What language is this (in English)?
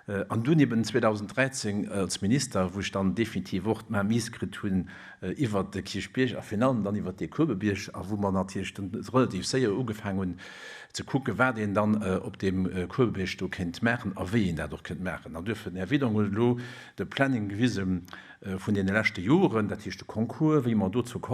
Luxembourgish